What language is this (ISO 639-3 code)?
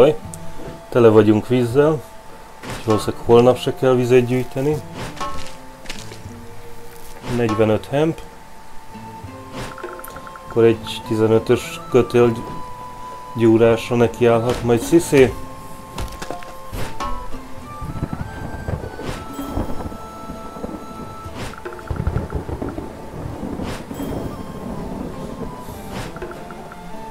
hun